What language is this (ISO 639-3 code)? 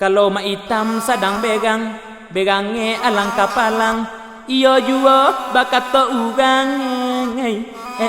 min